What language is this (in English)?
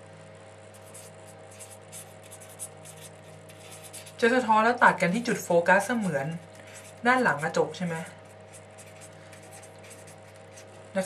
Thai